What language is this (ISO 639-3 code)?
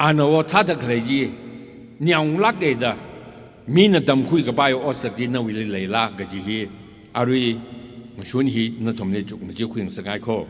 nmf